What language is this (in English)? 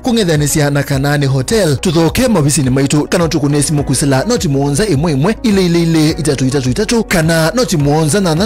Kamba